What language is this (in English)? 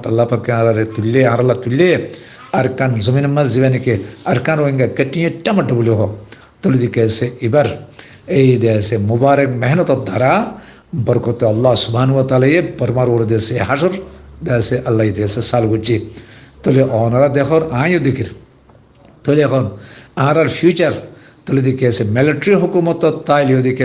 Rohingya